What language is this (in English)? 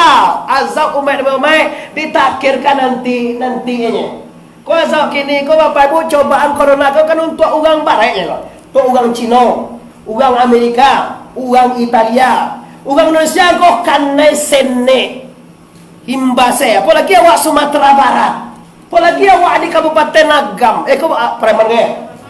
Minangkabau